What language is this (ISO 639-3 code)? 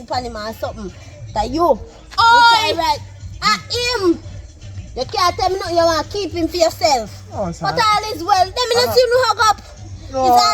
jam